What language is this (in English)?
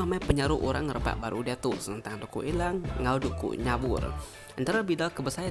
Iban